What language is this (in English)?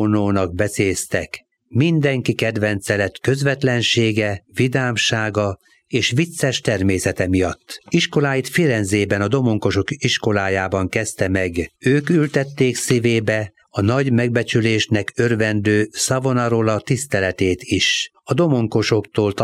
Hungarian